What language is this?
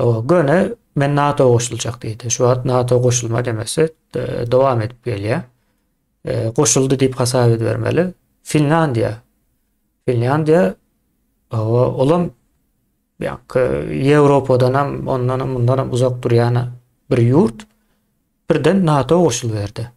Turkmen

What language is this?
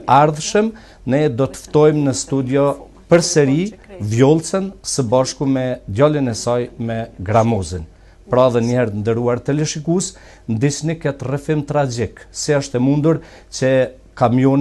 Albanian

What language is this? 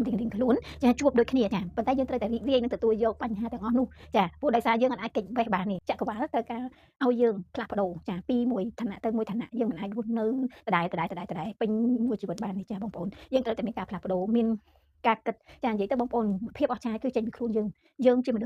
Khmer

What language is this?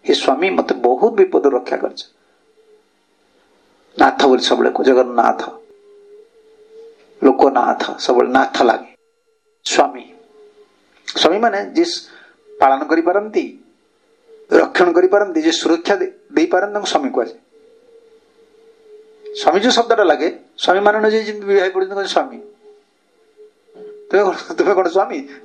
Odia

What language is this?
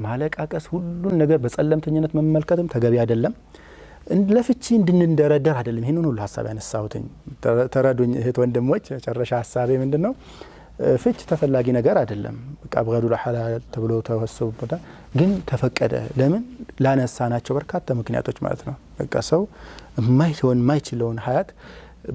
Amharic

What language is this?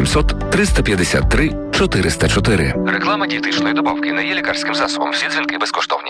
Ukrainian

